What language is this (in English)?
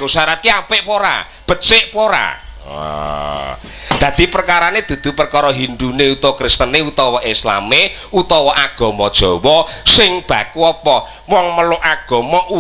Javanese